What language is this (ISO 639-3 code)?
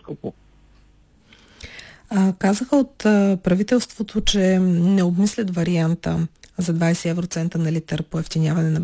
bul